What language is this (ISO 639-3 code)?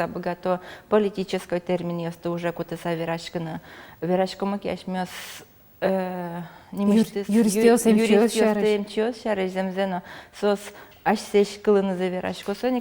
udm